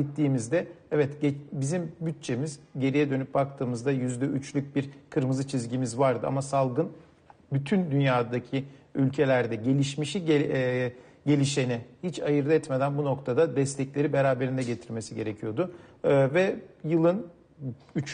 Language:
Turkish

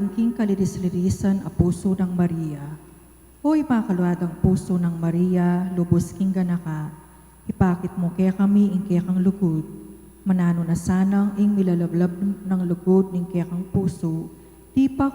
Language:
Pampanga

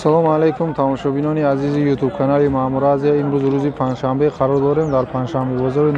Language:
Tajik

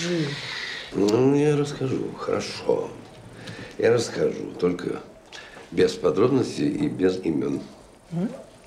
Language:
Russian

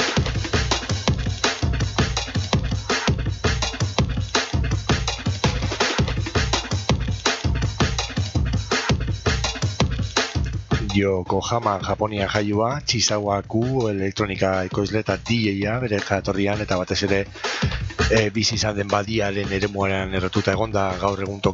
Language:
Basque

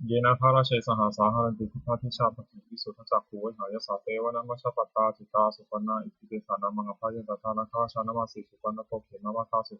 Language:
Pali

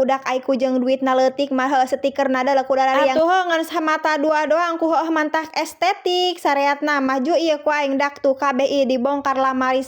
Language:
Sundanese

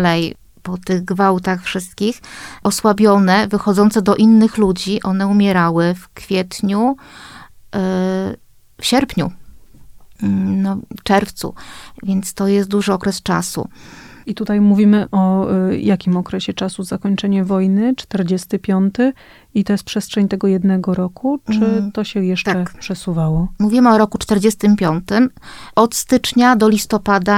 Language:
Polish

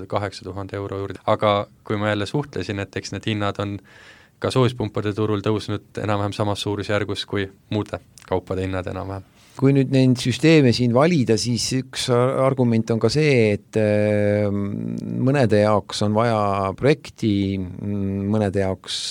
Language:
Estonian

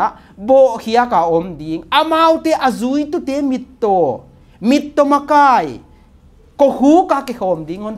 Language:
Paite Chin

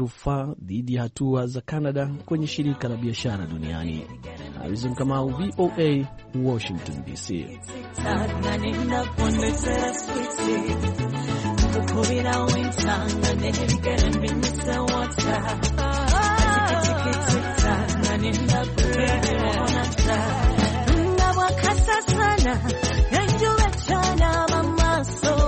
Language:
Swahili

